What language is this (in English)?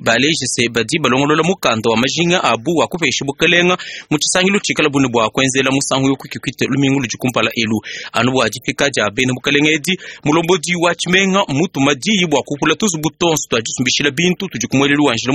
Luba-Lulua